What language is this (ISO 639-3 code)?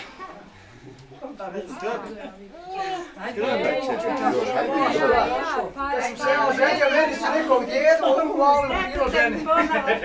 hrv